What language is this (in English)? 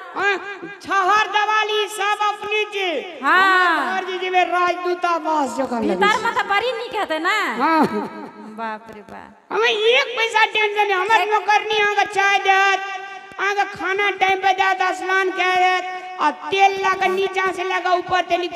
Maithili